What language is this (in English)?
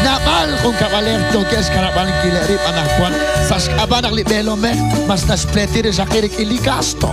Kekchí